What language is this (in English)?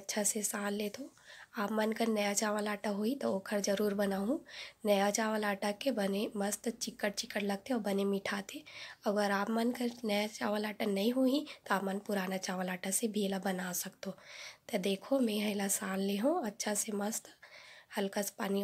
Chhattisgarhi